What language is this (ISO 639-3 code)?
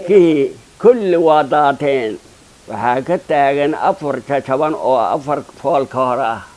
som